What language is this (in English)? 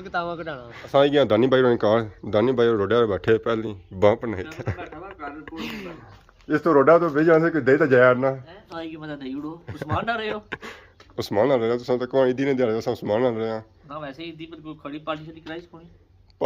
Pahari-Potwari